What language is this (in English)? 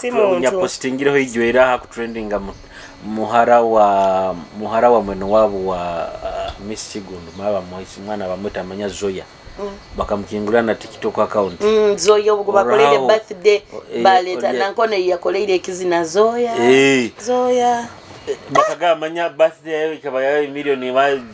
Nyoro